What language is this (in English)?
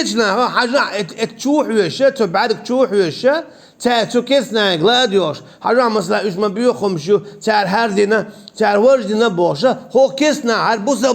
Chechen